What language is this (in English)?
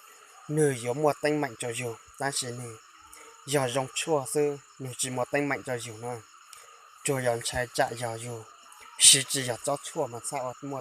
Hmong